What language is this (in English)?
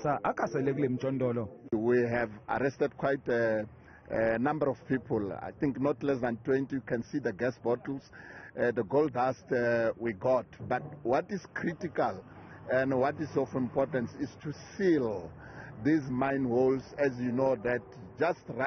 Zulu